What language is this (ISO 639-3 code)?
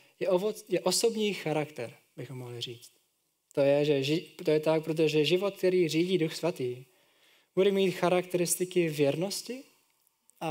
ces